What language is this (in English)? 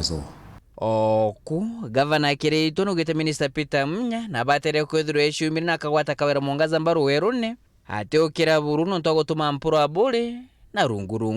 Meru